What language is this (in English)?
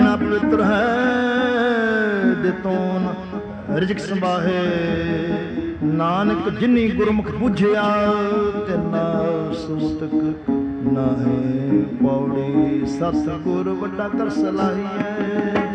Punjabi